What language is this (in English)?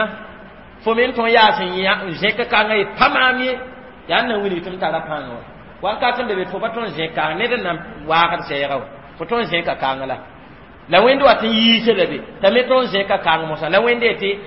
Mossi